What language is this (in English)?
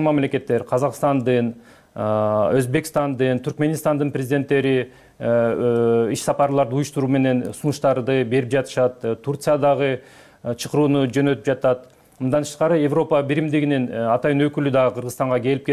Kyrgyz